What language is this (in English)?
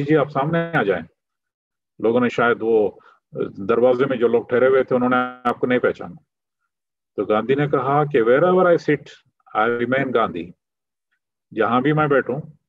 Urdu